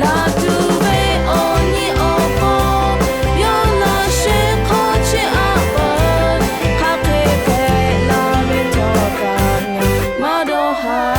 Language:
Lahu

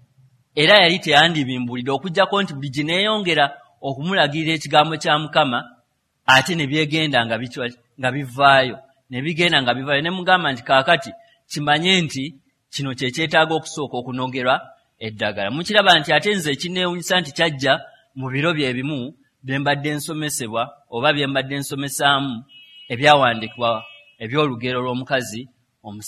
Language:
Ganda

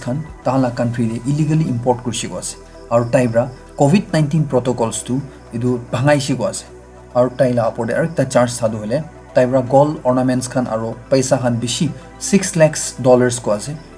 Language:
Naga Pidgin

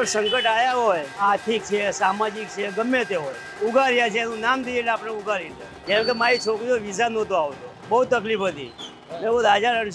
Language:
Gujarati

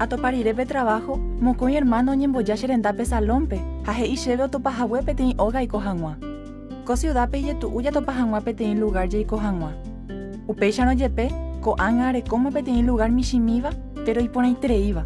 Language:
Guarani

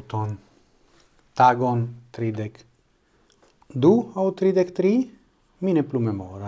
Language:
Esperanto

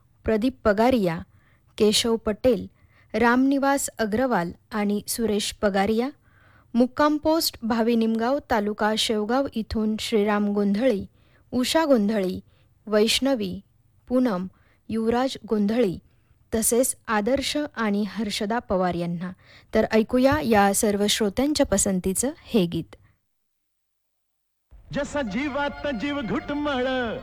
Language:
Marathi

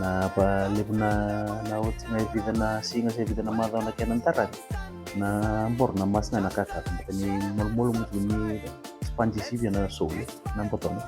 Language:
Fijian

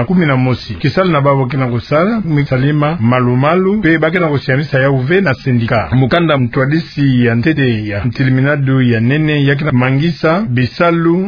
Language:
Kituba (Democratic Republic of Congo)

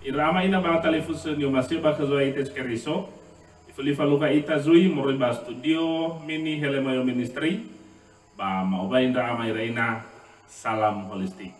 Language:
Nias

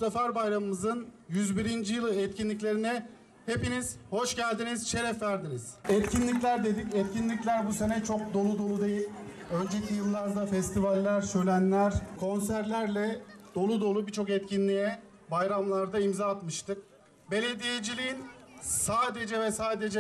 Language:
Turkish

